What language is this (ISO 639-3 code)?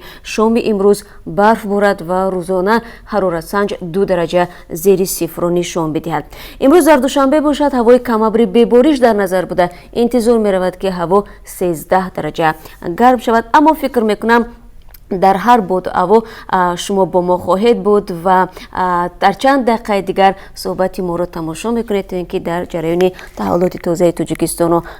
tgk